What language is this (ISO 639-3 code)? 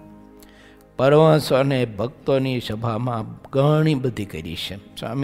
guj